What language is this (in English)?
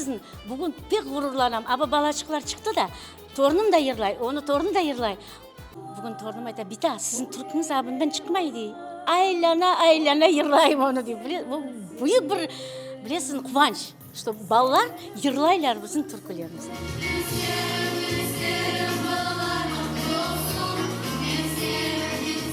Crimean Tatar